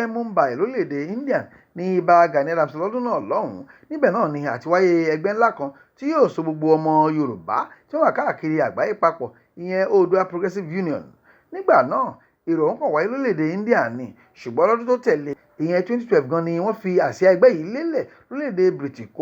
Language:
Yoruba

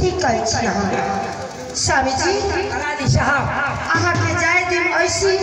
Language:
Maithili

